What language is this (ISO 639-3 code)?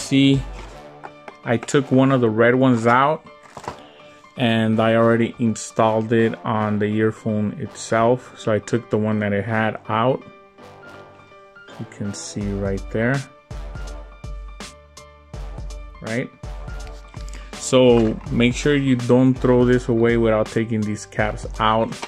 eng